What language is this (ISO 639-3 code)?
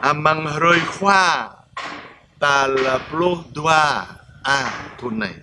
jra